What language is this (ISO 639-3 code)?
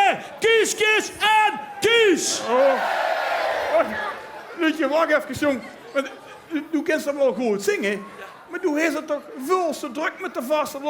lim